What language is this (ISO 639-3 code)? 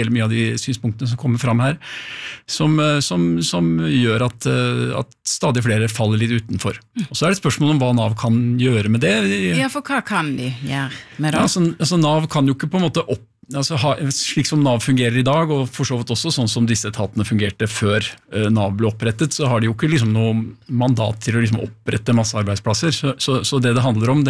nor